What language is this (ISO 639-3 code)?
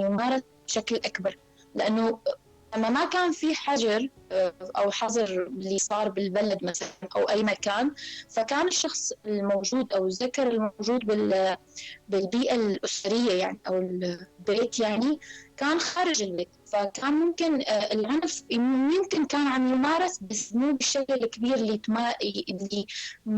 apc